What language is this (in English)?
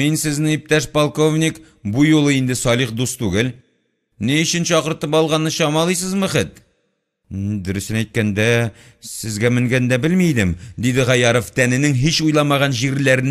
Tatar